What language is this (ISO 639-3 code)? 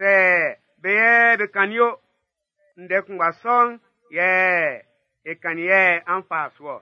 bci